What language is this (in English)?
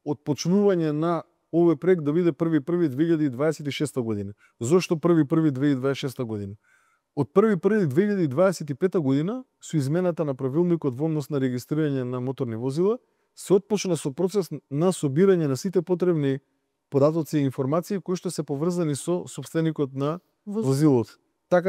Macedonian